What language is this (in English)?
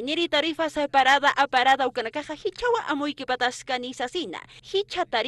Aymara